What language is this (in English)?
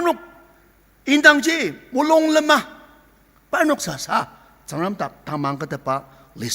Ao Naga